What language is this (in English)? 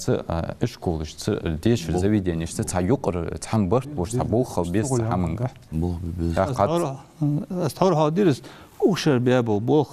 Ingush